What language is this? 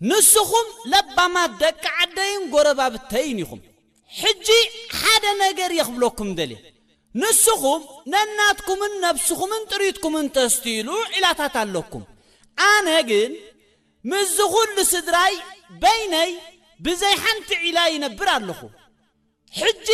Tigrinya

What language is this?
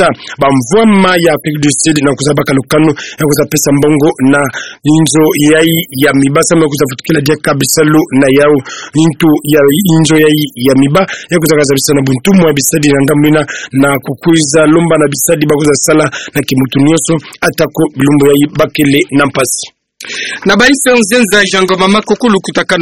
Kituba (Democratic Republic of Congo)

